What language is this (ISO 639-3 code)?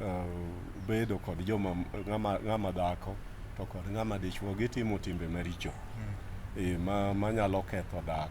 luo